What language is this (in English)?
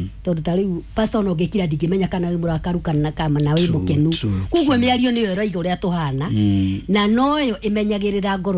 Kikuyu